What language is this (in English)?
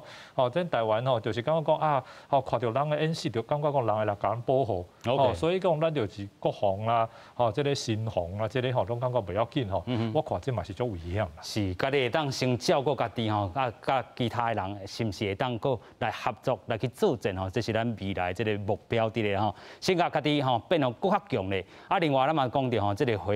Min Nan Chinese